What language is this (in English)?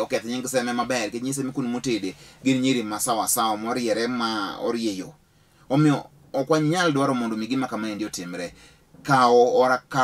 Luo (Kenya and Tanzania)